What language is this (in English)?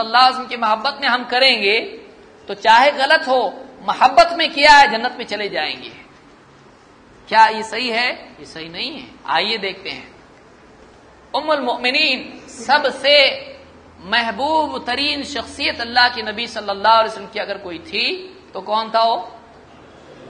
Urdu